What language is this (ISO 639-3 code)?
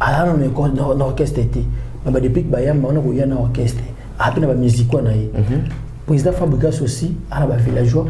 lin